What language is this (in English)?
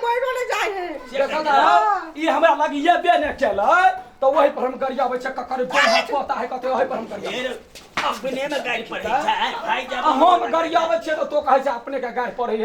Maithili